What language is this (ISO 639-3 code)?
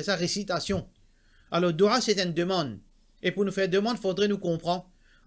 mfe